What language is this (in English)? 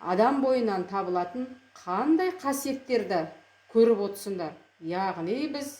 Kazakh